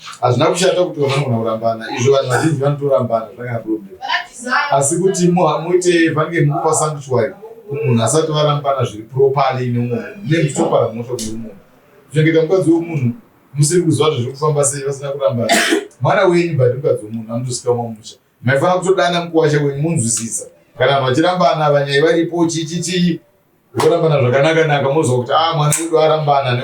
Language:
Shona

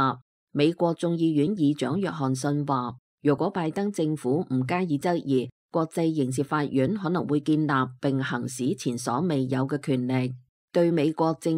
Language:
Cantonese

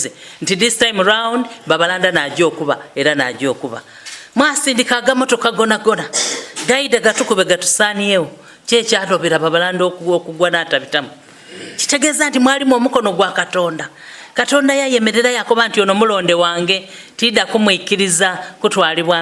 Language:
Soga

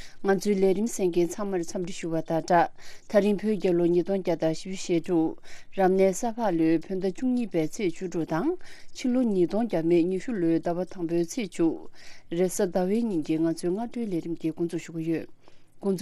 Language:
Tibetan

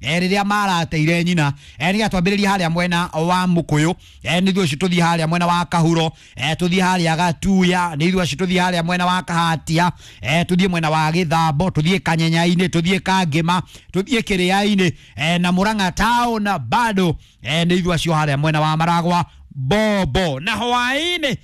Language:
Kikuyu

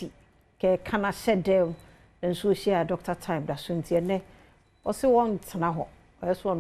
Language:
Akan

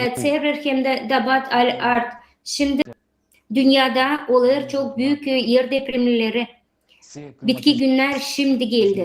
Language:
Gagauz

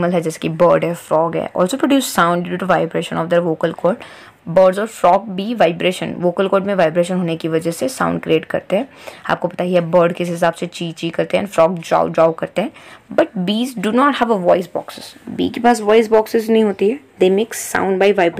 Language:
Hindi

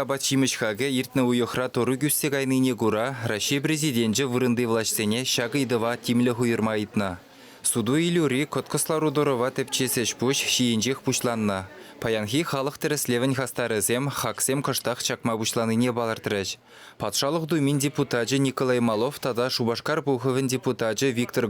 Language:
Chuvash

